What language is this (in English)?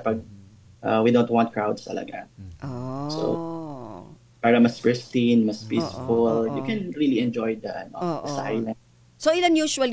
Filipino